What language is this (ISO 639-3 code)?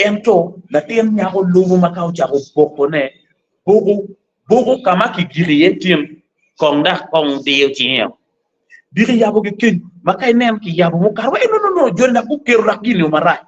ach